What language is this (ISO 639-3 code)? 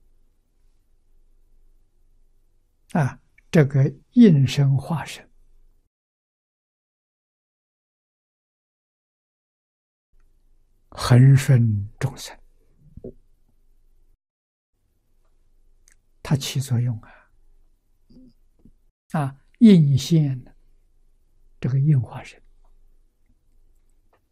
zho